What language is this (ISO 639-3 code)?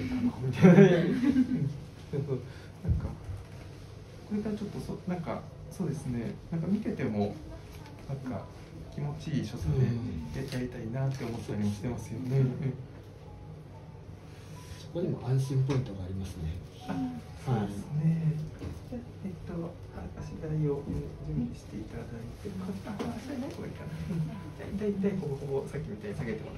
jpn